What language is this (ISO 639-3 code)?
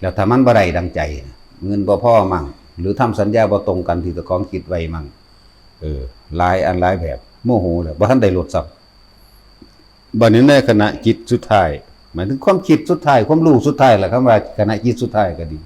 tts